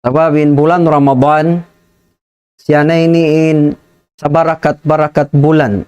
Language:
Tausug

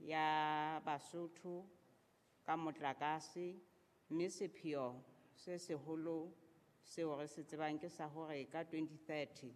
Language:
Southern Sotho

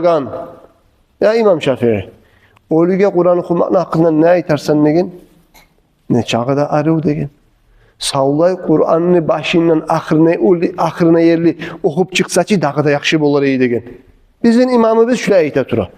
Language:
Kumyk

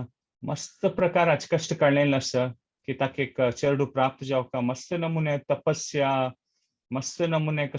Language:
Konkani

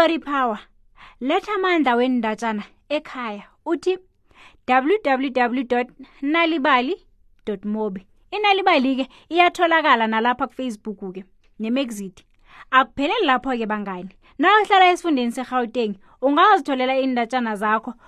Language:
South Ndebele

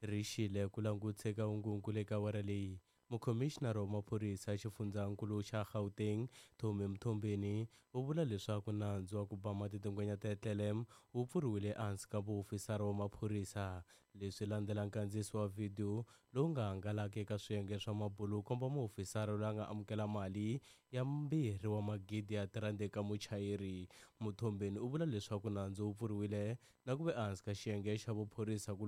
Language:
Tsonga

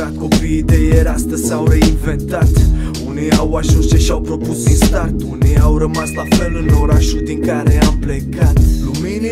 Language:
Romanian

